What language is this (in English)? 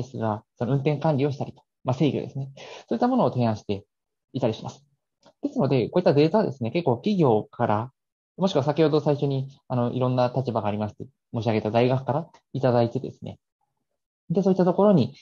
Japanese